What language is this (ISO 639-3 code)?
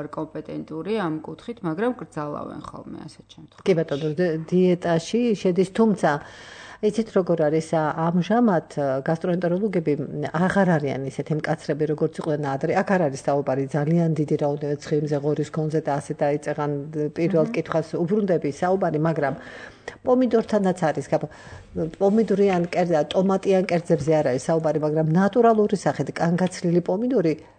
kat